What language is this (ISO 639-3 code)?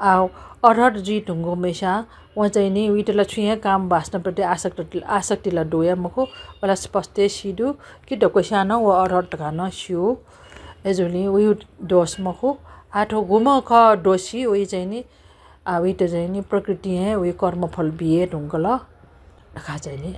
new